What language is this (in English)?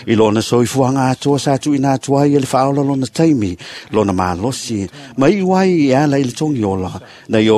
Samoan